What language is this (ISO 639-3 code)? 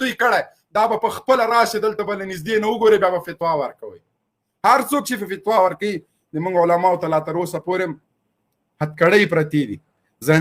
pus